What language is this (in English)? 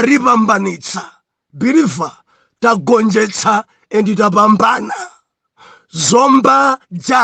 Nyanja